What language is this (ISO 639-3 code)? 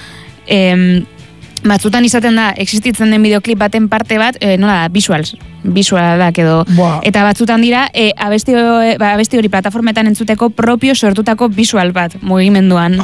eus